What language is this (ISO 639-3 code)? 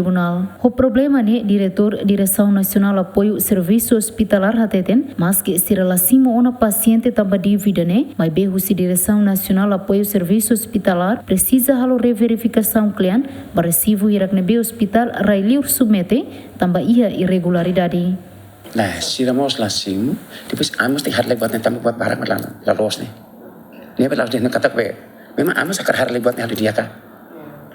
tet